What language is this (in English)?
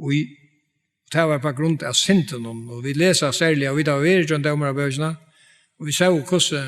Faroese